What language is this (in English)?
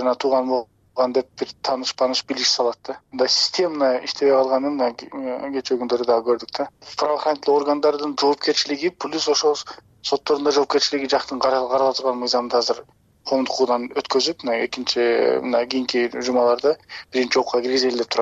Kyrgyz